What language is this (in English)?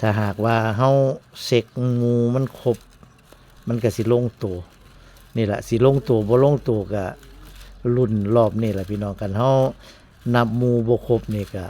Northeastern Thai